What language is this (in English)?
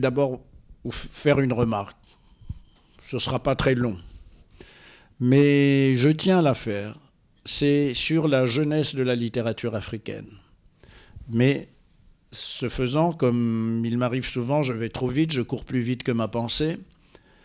French